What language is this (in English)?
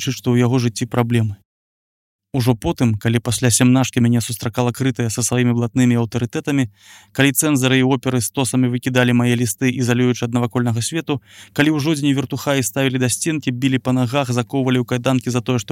Belarusian